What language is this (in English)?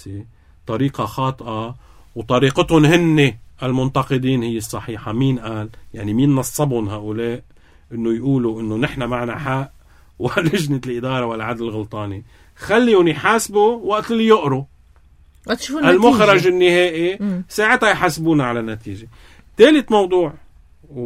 North Levantine Arabic